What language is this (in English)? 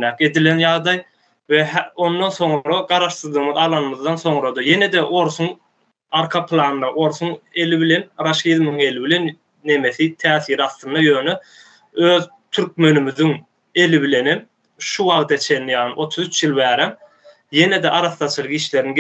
Turkmen